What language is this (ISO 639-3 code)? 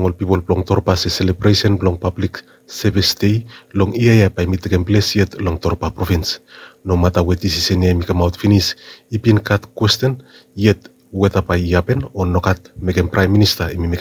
bis